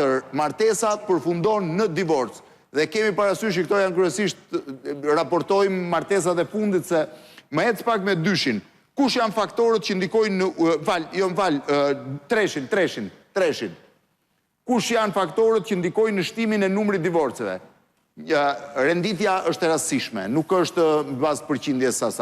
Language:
Albanian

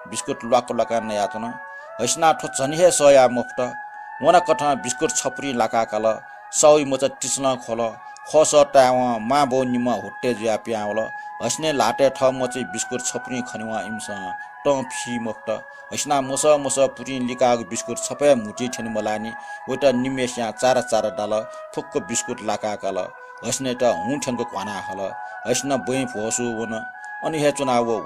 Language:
Newari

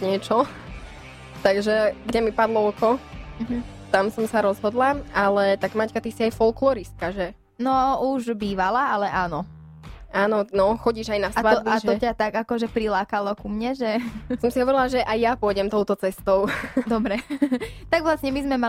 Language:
Slovak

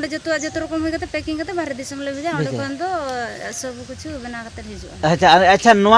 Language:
Santali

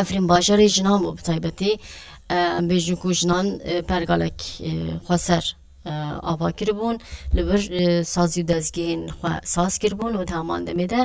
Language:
Kurdish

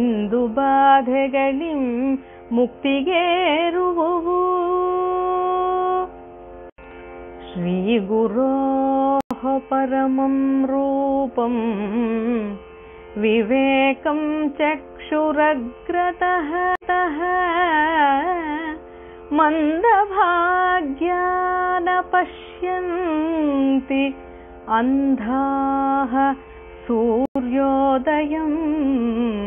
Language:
Kannada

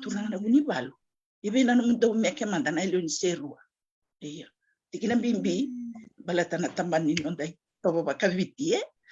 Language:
Fijian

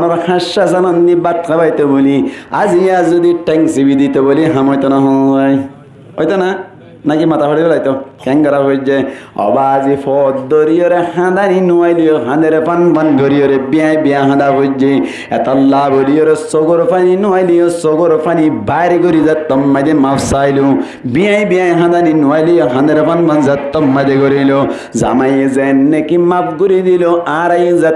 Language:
Rohingya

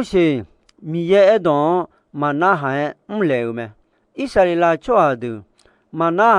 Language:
Akha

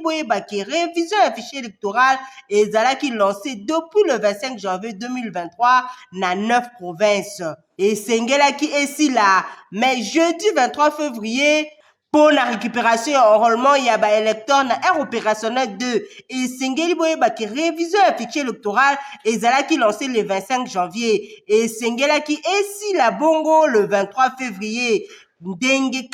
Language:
Lingala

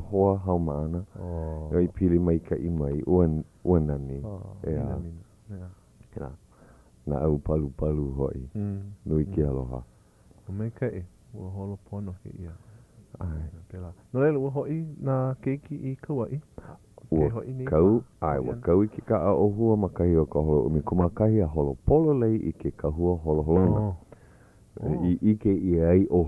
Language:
Hawaiian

